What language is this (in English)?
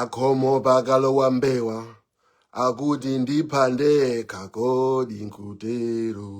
Nyanja